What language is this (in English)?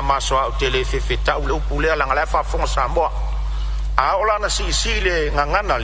Samoan